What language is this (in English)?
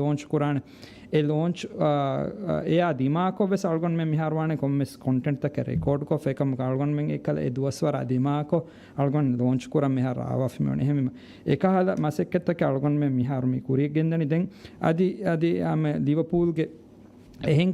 Divehi